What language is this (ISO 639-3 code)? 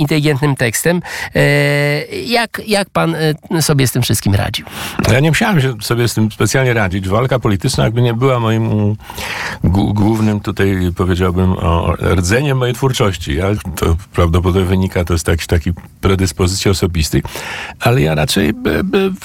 pol